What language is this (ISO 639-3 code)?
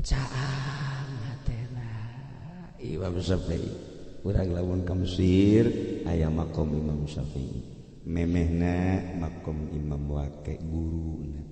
sun